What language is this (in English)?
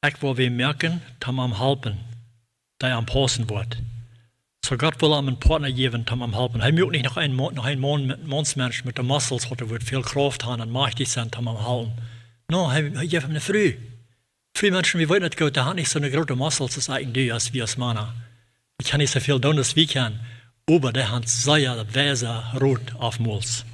Plautdietsch